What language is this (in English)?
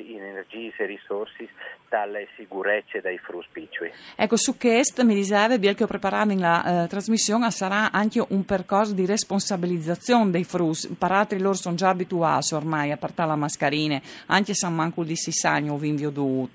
Friulian